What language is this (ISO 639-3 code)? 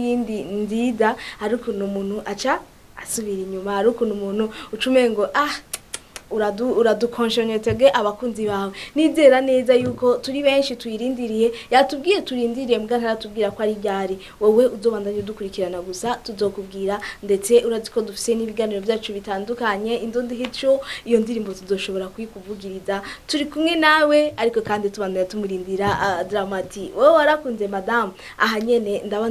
run